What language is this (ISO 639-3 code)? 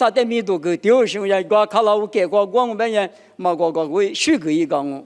lis